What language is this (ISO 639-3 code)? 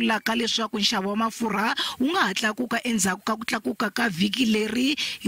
tso